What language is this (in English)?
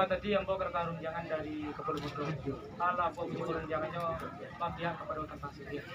Minangkabau